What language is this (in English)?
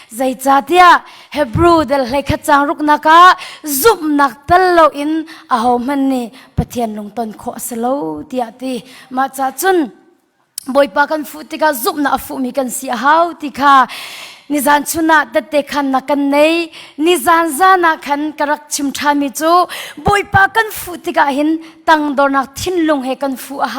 Hakha Chin